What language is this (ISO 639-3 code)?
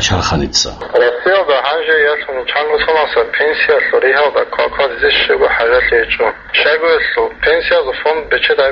ava